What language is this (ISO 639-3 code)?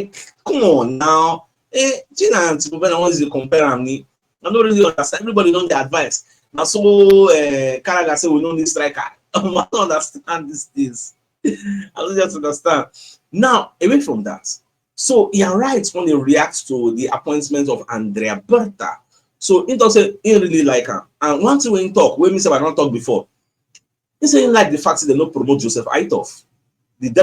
pcm